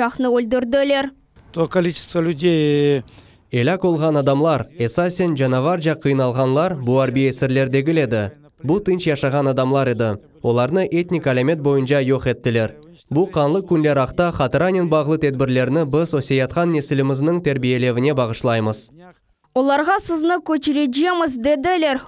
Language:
Crimean Tatar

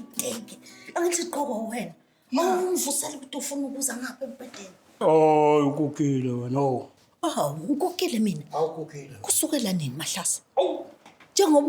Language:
Zulu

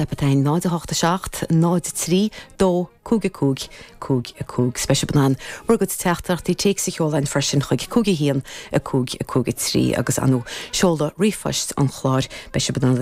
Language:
Irish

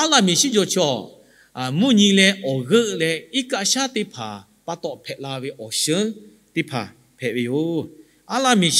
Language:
Lahu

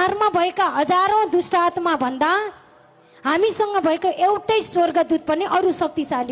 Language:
Nepali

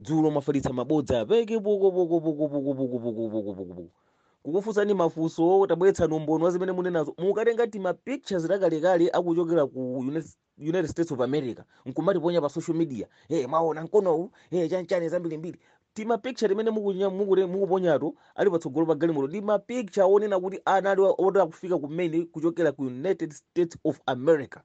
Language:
Nyanja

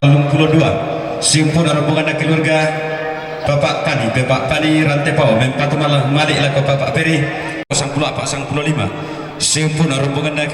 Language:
Toraja-Sa'dan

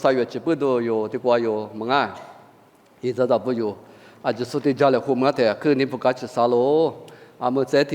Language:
Lisu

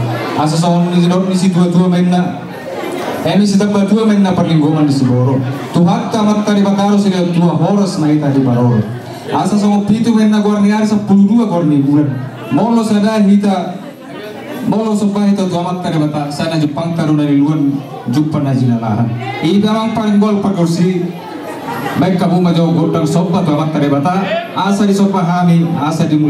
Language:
Batak Toba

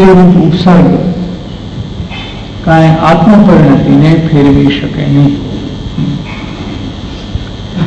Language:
Gujarati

